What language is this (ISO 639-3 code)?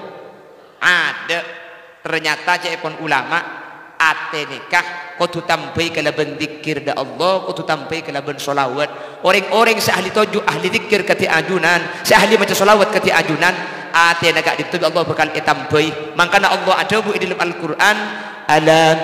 mad